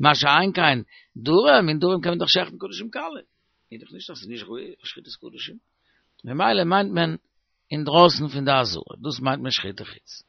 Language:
Yiddish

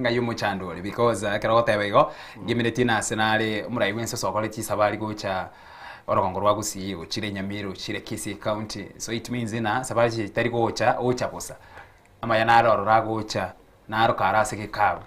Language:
Gusii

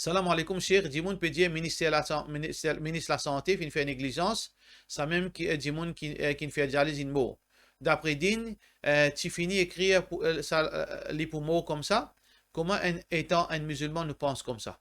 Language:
Morisyen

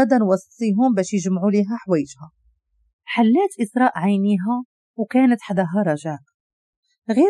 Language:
Moroccan Arabic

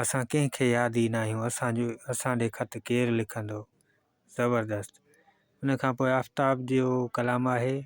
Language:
Sindhi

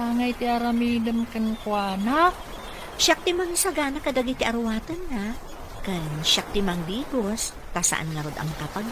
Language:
Iloko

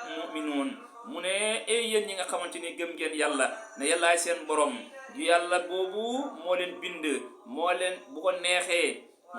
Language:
Wolof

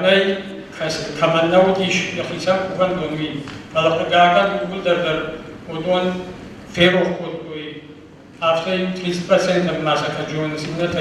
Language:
Ossetic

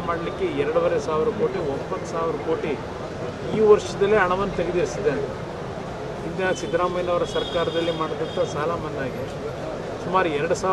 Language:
Kannada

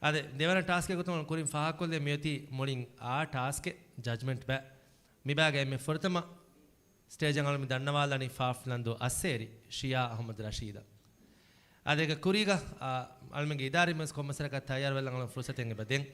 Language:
Divehi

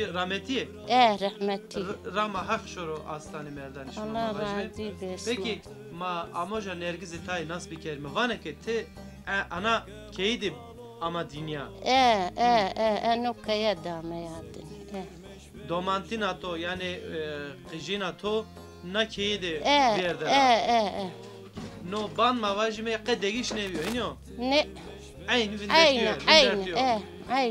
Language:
Zaza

